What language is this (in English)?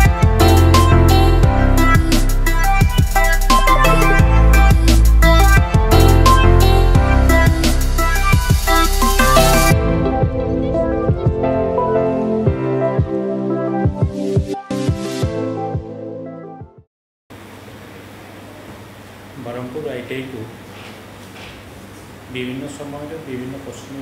Odia